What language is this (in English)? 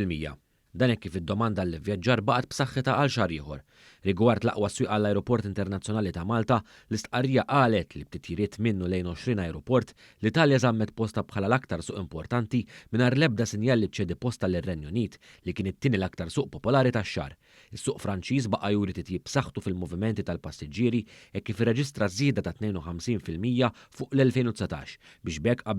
Maltese